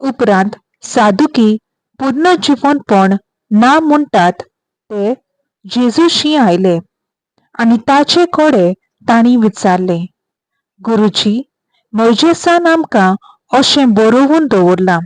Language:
Konkani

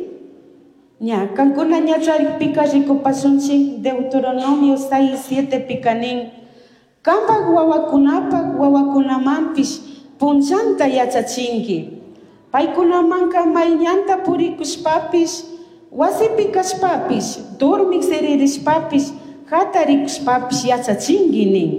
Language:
Chimborazo Highland Quichua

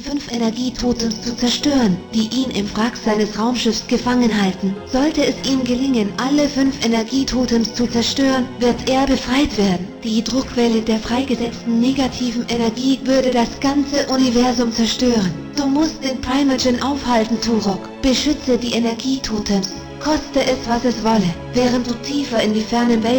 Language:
Bavarian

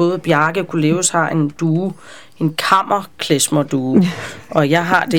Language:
Danish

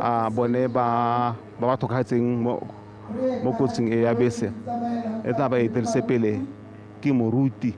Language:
Tswana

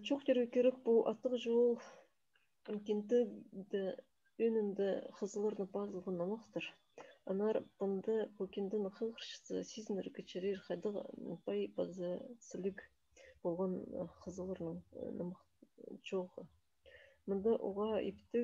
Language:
Khakas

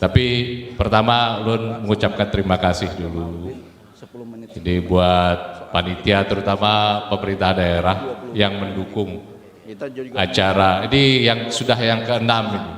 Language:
Banjar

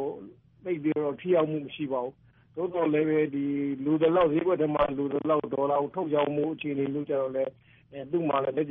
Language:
Burmese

